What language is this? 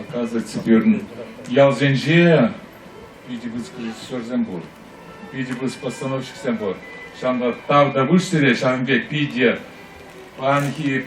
Chuvash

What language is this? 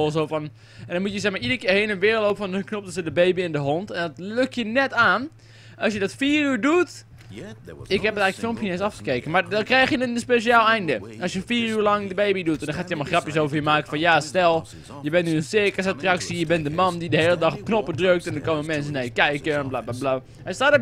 Dutch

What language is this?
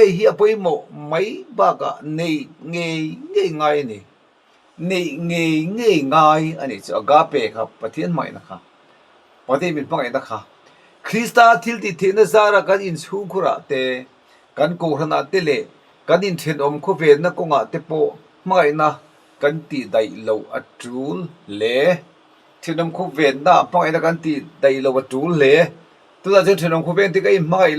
Mizo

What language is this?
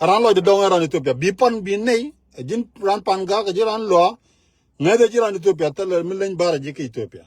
Nuer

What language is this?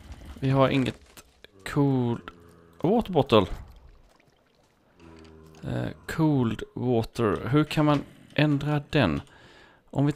Swedish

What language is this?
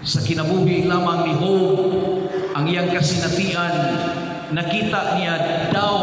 Cebuano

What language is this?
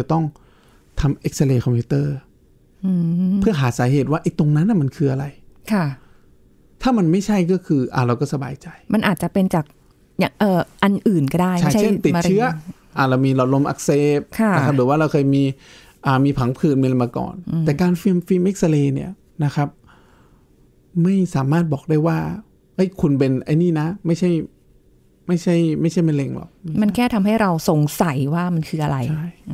Thai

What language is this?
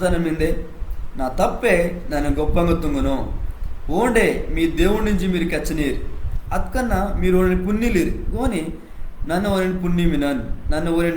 Koya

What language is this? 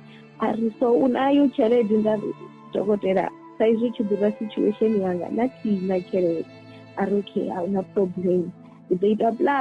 Venda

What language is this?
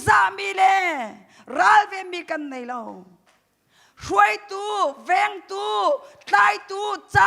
Hakha Chin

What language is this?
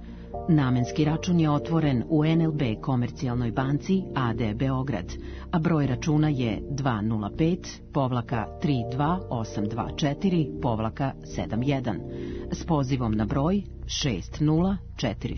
Serbian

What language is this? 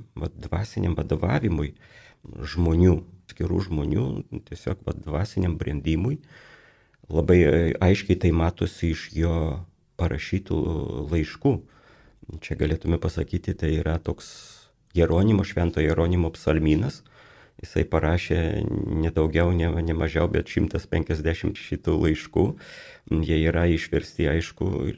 Lithuanian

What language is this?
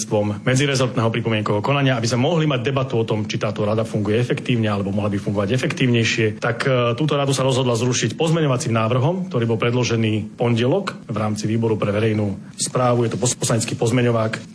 Slovak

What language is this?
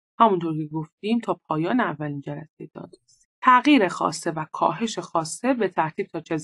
Persian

